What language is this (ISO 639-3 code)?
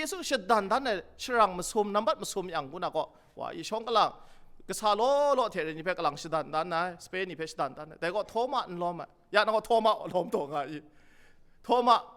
kac